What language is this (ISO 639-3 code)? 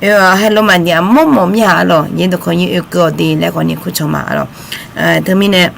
ahk